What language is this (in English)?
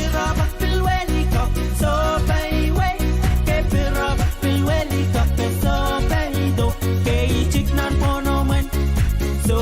Pohnpeian